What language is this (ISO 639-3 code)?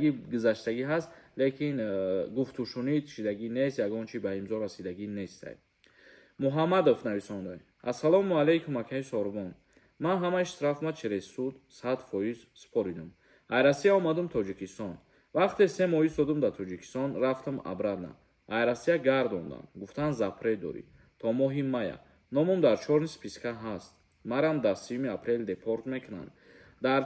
tgk